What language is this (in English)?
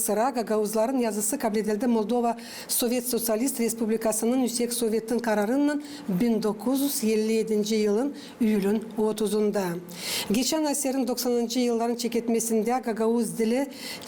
Gagauz